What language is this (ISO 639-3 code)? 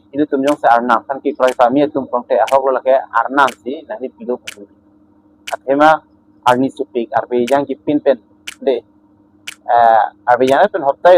mjw